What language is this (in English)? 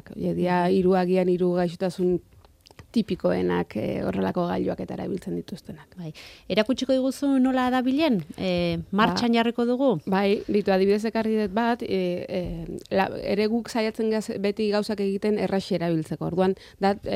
Basque